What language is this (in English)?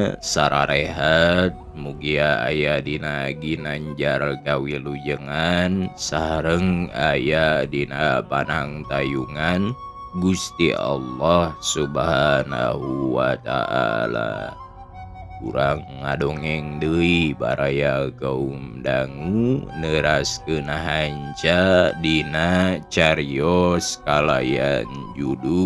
Sundanese